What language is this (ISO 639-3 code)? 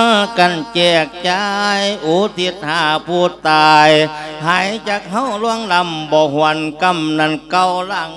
lao